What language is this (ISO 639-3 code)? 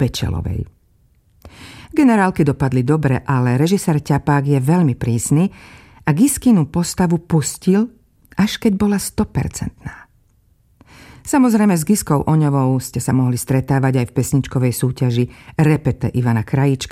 slk